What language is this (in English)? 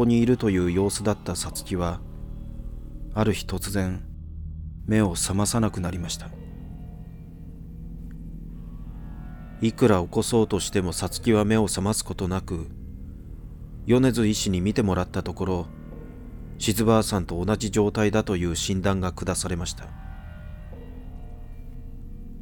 Japanese